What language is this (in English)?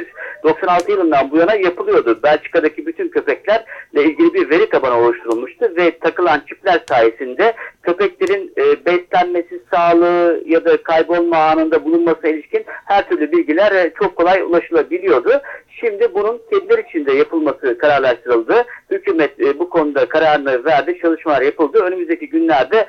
Turkish